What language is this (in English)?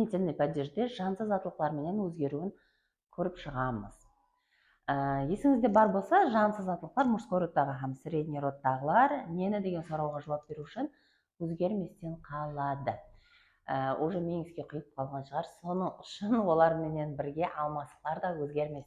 Kara-Kalpak